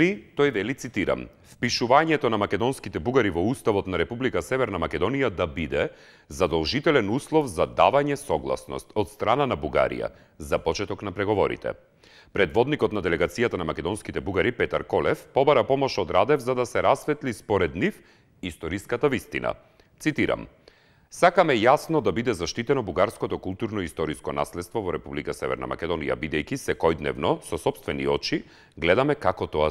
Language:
Macedonian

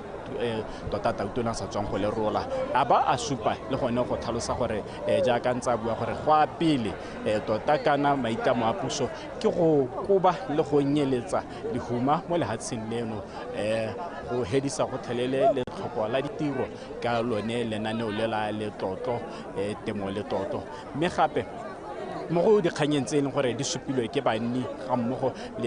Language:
Tswana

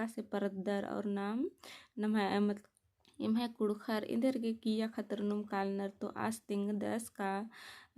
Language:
Kurukh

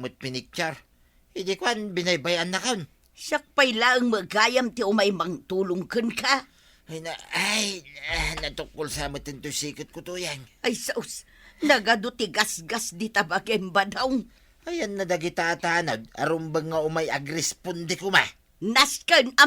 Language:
Iloko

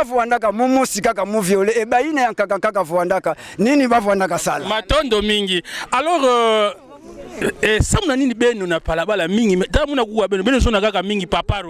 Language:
Kituba (Democratic Republic of Congo)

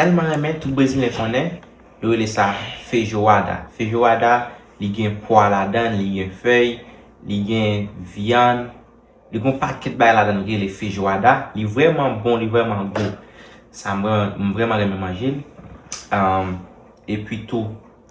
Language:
Haitian Creole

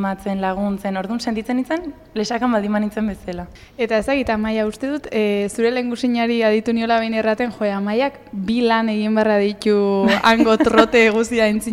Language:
Basque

